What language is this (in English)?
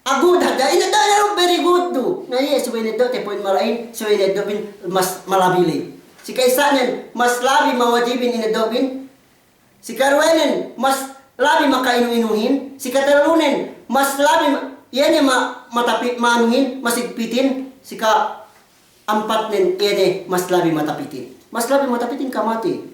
Yakan